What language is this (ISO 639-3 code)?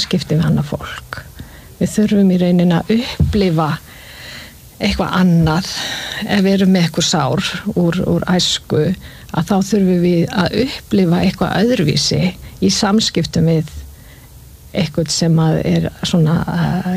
isl